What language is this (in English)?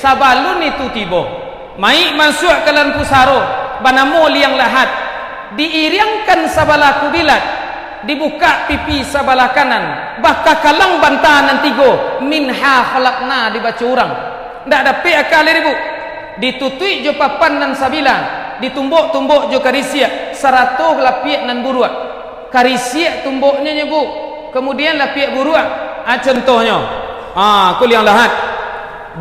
Minangkabau